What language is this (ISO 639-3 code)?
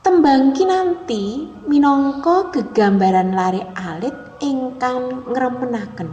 jav